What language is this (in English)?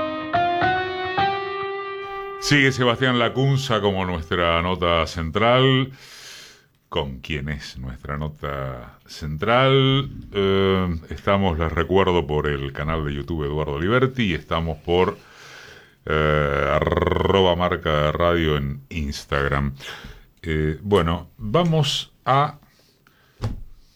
Spanish